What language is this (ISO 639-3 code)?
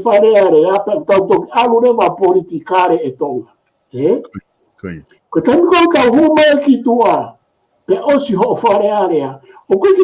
ton